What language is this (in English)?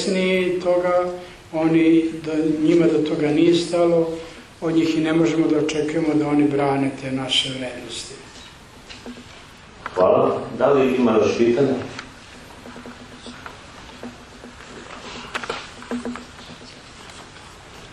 Serbian